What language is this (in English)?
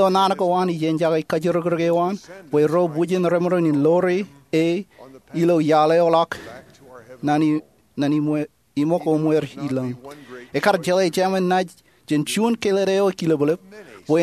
Marshallese